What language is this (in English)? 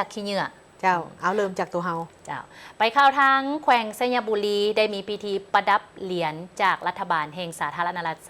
Lao